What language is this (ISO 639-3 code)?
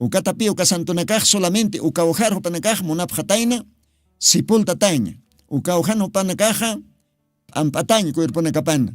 aym